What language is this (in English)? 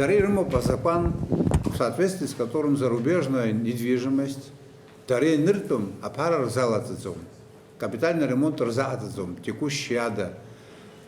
Abkhazian